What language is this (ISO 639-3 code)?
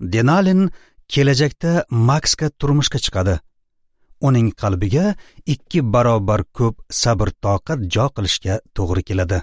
uzb